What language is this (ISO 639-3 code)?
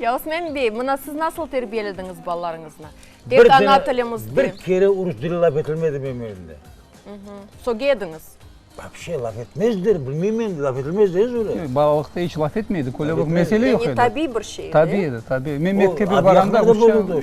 crh